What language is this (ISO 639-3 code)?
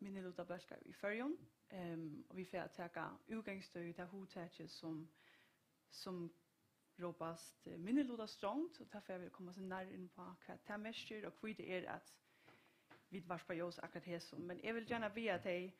fao